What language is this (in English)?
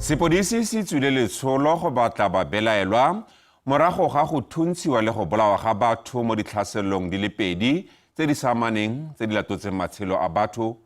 Tswana